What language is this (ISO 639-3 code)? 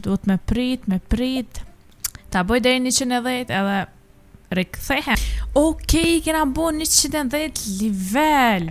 sqi